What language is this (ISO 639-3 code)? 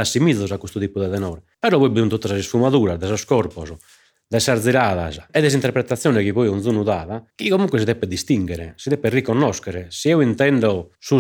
srd